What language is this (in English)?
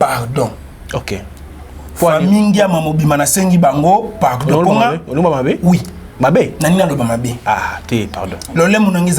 Lingala